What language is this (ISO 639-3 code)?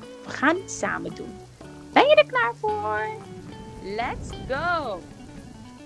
nld